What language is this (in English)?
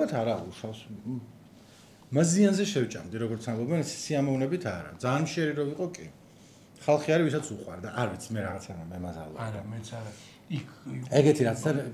Georgian